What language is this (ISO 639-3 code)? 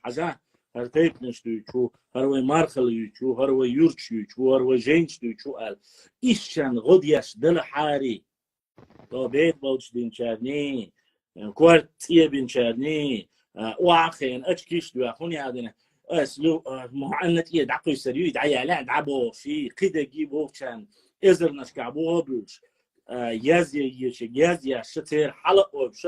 che